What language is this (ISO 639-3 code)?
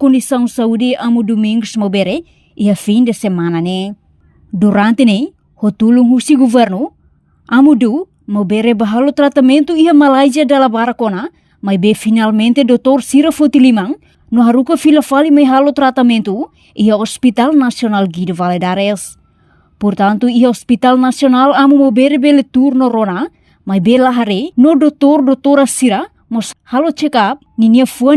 tet